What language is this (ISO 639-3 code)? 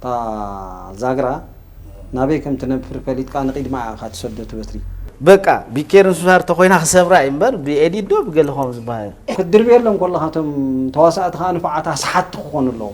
tir